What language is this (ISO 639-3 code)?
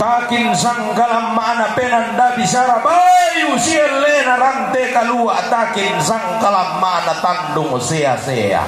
sda